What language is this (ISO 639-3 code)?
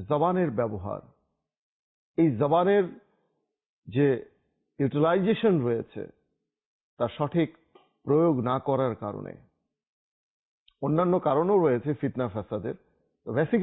ben